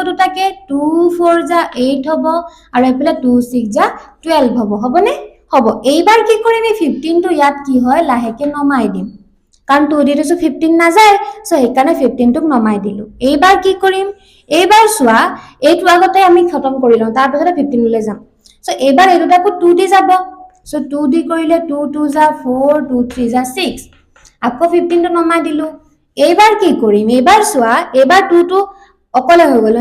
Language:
Assamese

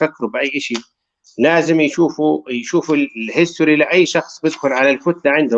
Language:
North Levantine Arabic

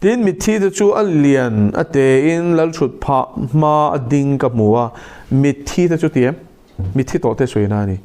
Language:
Mizo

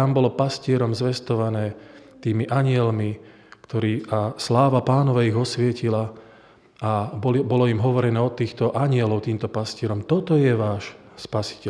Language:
Slovak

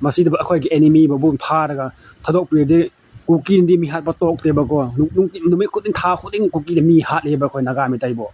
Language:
Manipuri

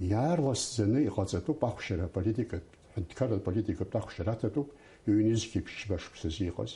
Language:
Abkhazian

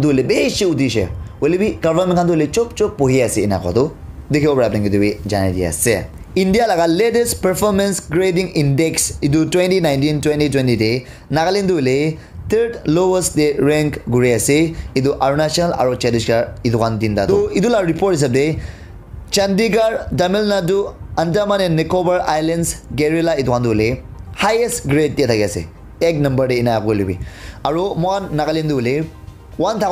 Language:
Naga Pidgin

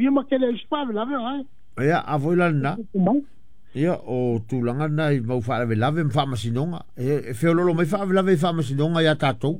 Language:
Samoan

